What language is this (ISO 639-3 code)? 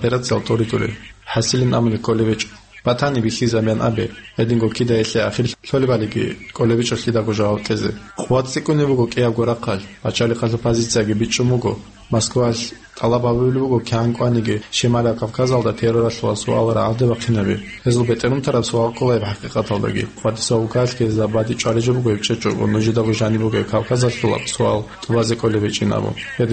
ava